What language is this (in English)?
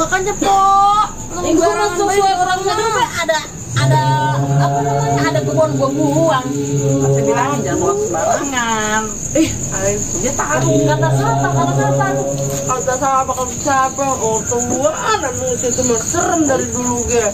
Betawi